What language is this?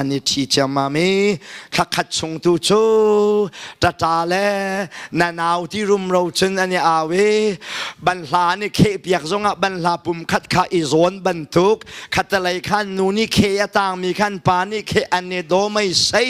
Hakha Chin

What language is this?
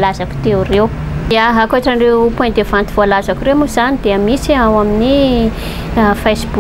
Malagasy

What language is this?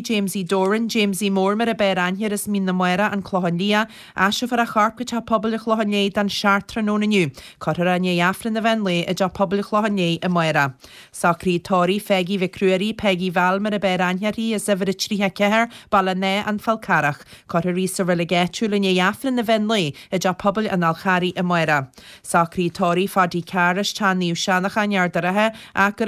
Irish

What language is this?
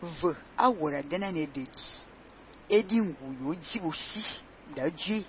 Fang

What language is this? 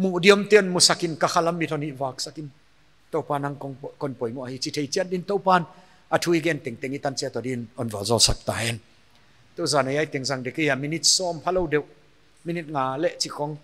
Paite Chin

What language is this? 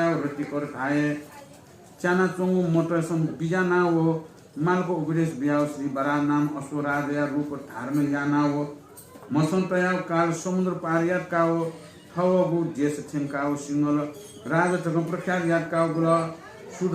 Newari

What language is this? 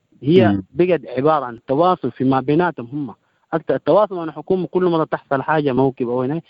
Sudanese Arabic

